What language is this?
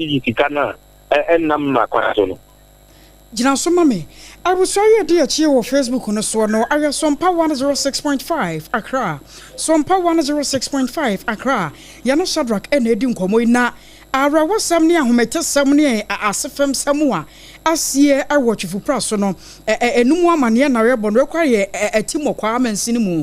Akan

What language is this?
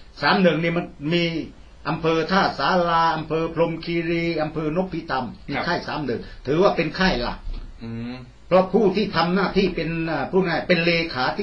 Thai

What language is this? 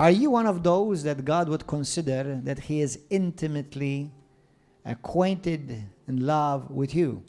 English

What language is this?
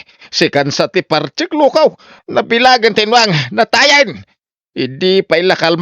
Iloko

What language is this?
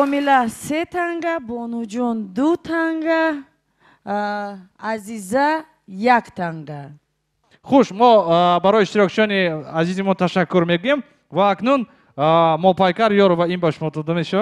Tajik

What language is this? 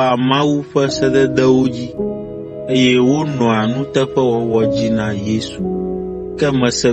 Ewe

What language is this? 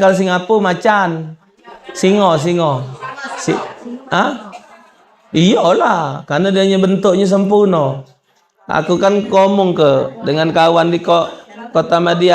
Musi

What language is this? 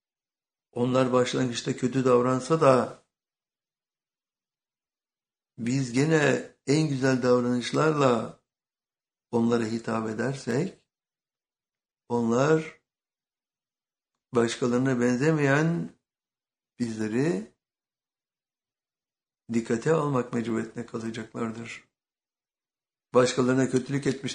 Turkish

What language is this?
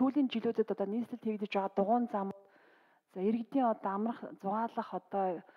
Mongolian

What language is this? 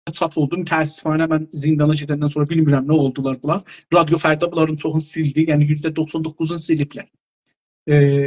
South Azerbaijani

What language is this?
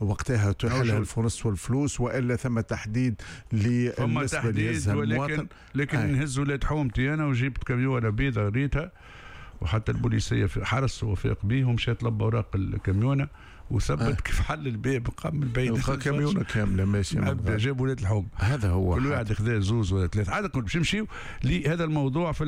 Tunisian Arabic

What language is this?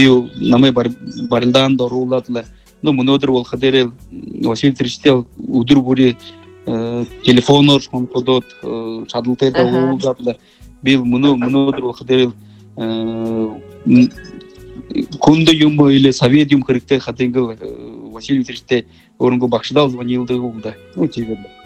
Buriat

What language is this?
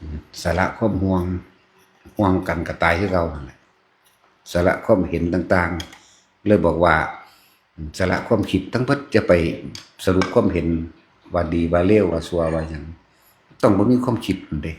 Northeastern Thai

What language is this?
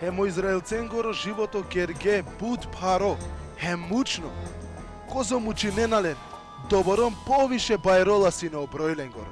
Balkan Romani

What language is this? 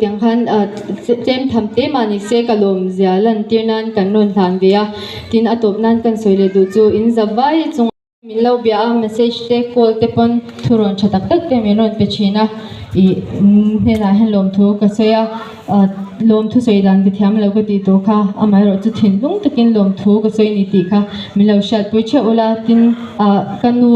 Mizo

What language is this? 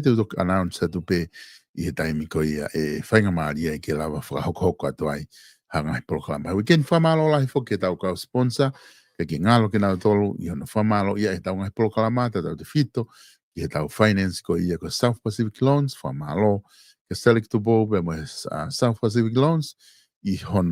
Tongan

